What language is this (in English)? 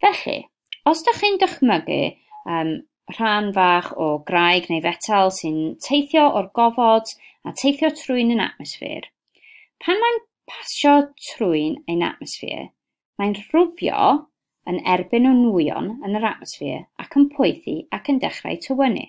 Welsh